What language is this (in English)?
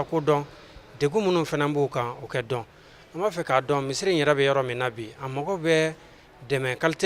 Bambara